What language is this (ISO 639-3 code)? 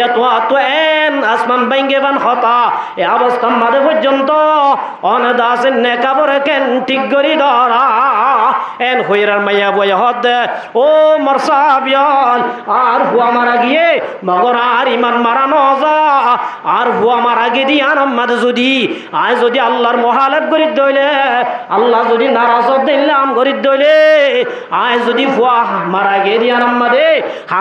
rhg